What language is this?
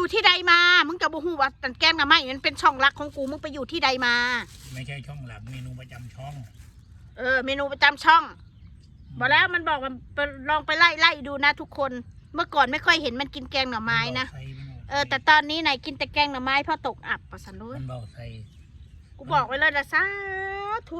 Northeastern Thai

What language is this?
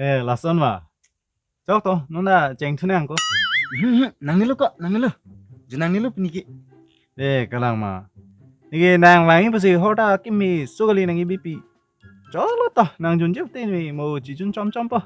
Karbi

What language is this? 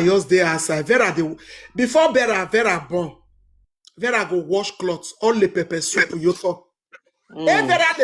Nigerian Pidgin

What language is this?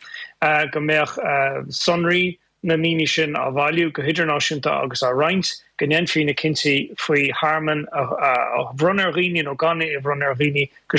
Irish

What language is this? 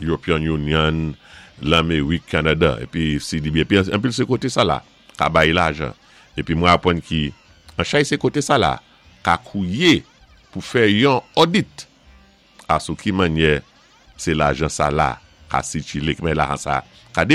Saint Lucian Creole French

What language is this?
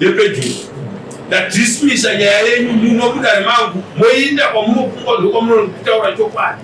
Shona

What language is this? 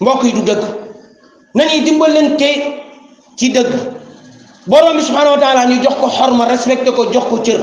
Wolof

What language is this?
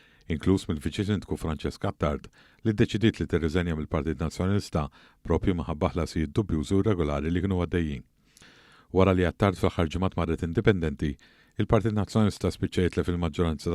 Maltese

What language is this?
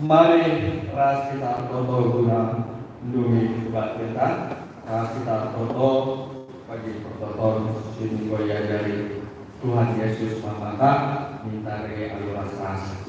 Batak Karo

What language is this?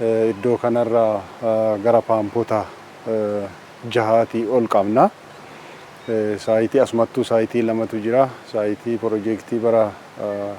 Oromo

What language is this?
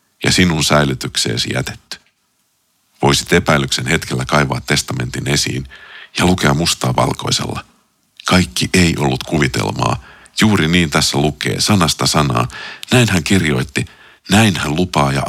Finnish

